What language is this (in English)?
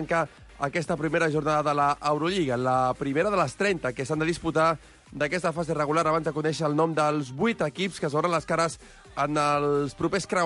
Catalan